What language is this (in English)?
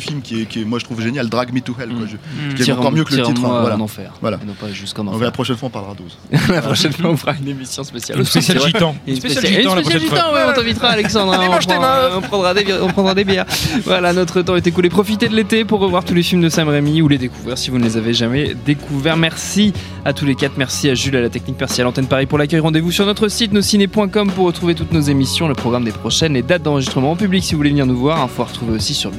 French